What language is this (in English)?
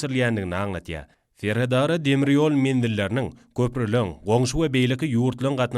Turkmen